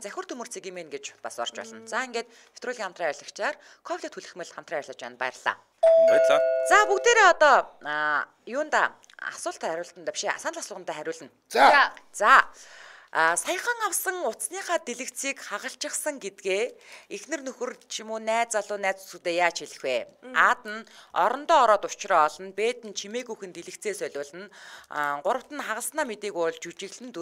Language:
Mongolian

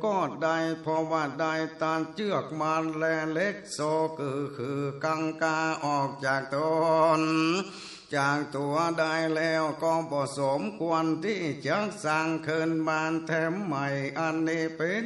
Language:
Northern Thai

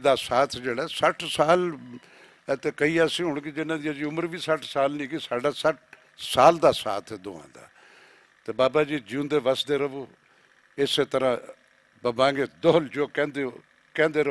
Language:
Western Panjabi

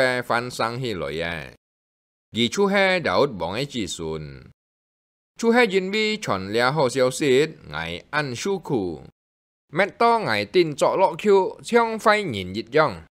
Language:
Hakka Chinese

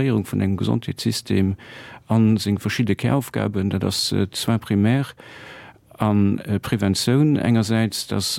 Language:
Luxembourgish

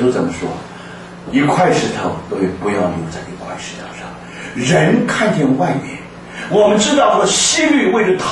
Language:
Chinese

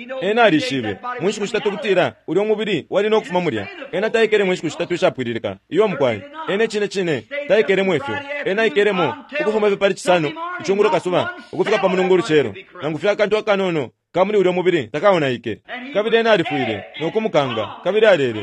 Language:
Bemba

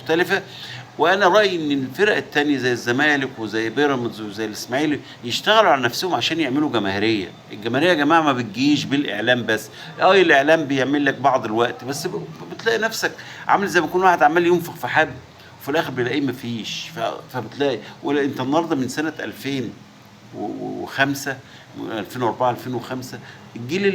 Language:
Egyptian Arabic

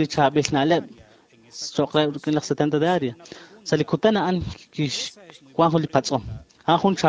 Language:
Kekchí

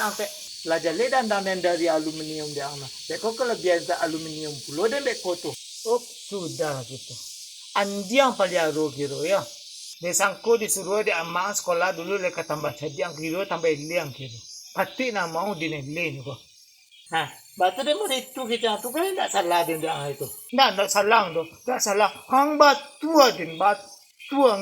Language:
Minangkabau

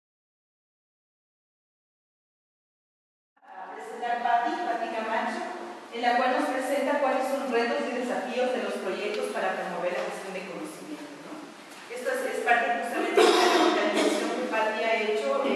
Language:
Spanish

